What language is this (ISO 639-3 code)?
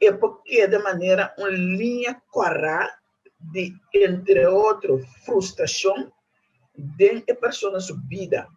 pap